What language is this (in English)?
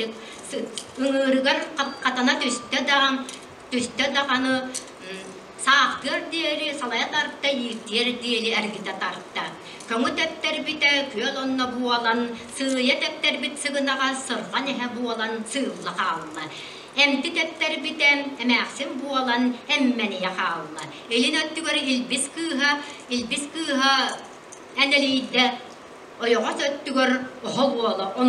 Yakut